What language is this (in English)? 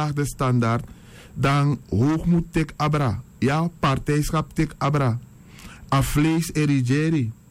Sranan Tongo